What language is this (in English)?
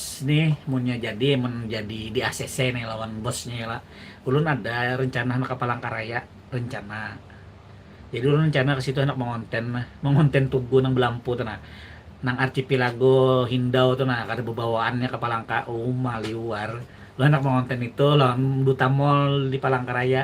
Banjar